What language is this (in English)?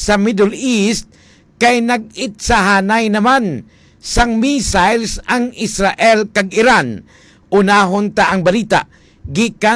Hiligaynon